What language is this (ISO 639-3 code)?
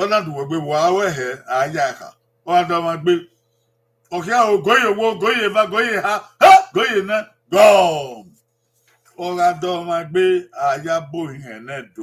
bin